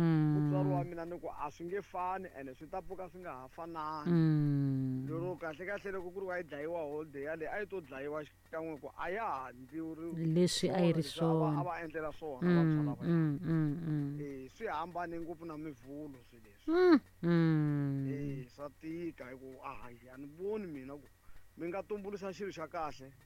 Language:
Tsonga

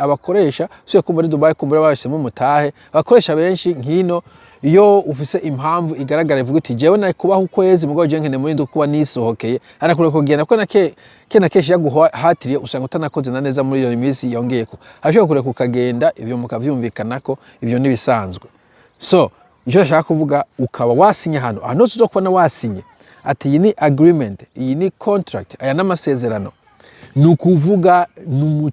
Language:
Rundi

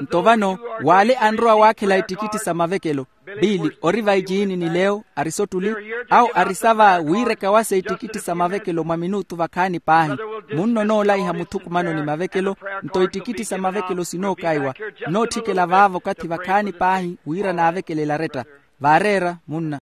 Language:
Makhuwa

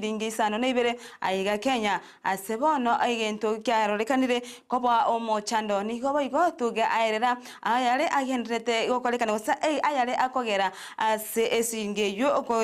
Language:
Gusii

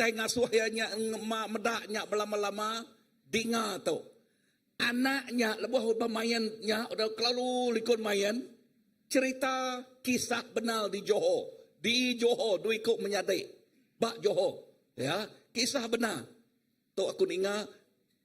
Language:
Iban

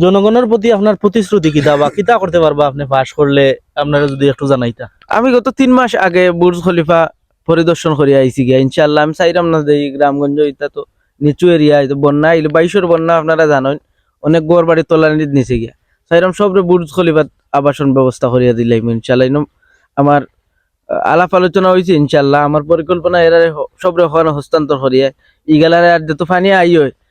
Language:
Sylheti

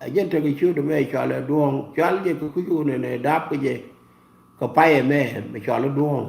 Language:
Nuer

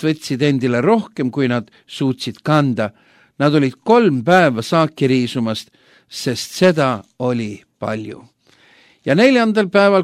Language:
Estonian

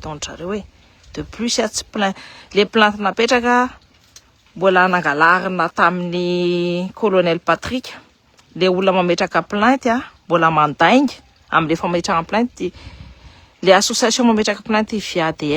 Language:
Malagasy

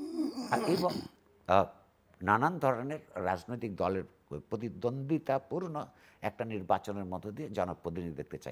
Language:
Bangla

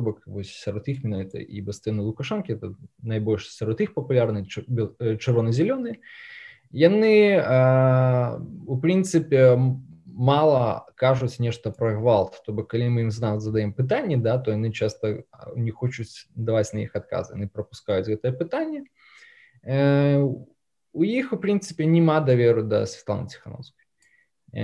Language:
Belarusian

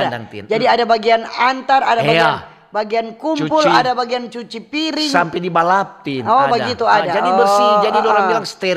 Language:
Manado Malay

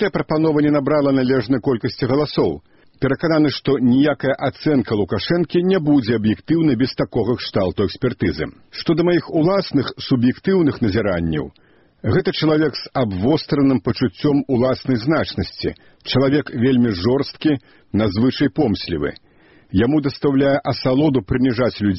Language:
Belarusian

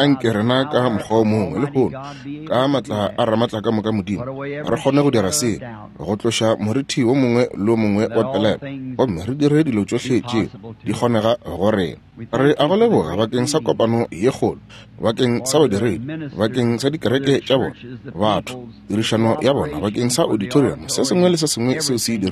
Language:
Northern Sotho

